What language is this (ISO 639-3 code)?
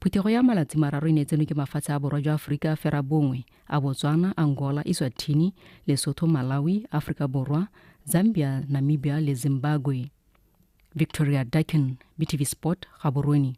tsn